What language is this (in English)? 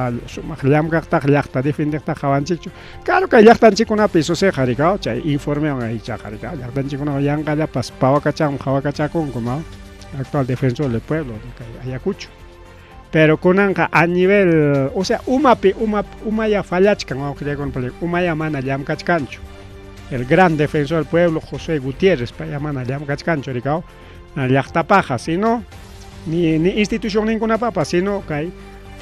Ayacucho Quechua